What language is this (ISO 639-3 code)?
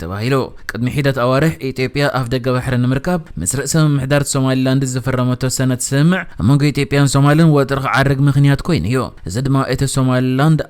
tir